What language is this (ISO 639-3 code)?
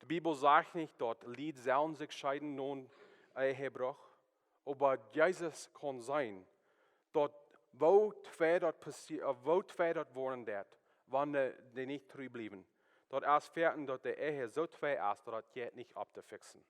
pdt